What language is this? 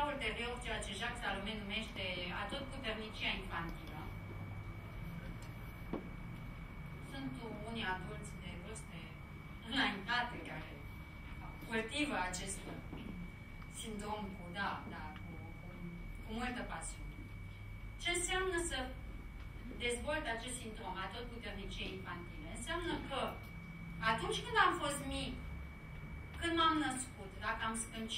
Romanian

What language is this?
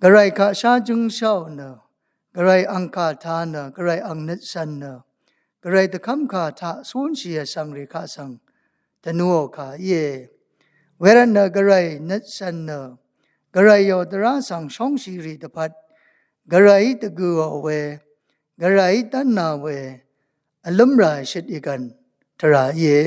Rawang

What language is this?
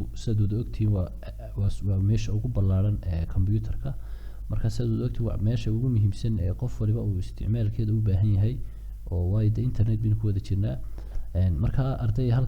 Somali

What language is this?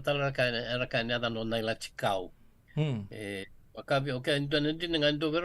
Fijian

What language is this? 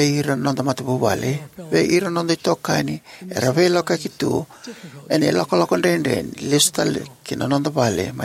Fijian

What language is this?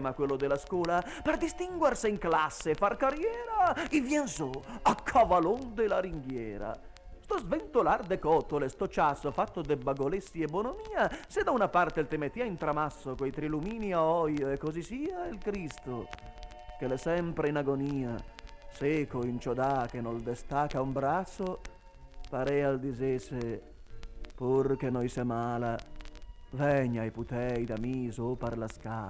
Venetian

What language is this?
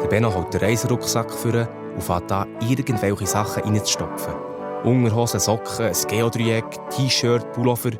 Swiss German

